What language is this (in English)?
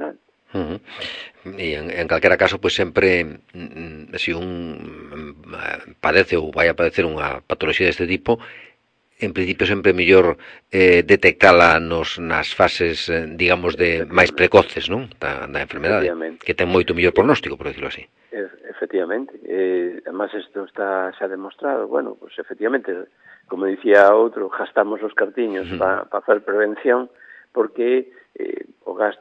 Galician